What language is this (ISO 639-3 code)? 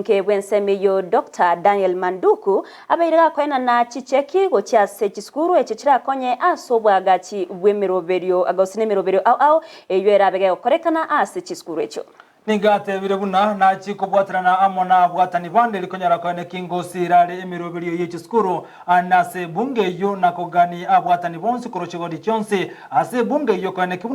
guz